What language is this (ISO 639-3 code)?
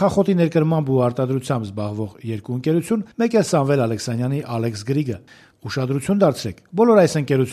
hye